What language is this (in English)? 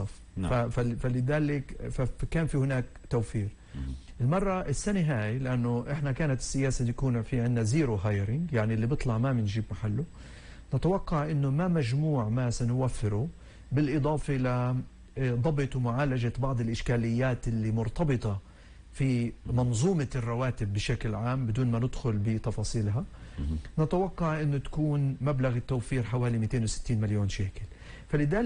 North Levantine Arabic